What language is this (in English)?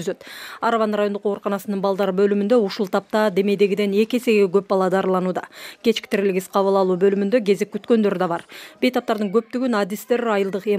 Kyrgyz